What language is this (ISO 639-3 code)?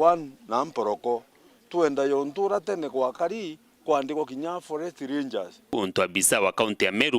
mer